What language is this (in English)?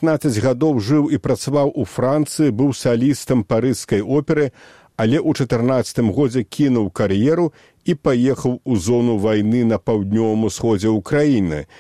Belarusian